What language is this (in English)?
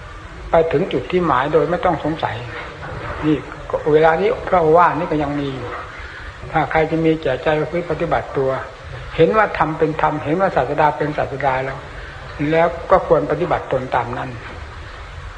Thai